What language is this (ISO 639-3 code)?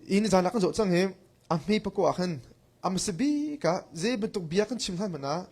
cnh